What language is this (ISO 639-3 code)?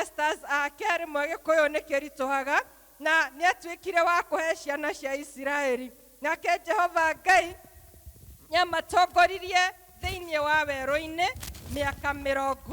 kik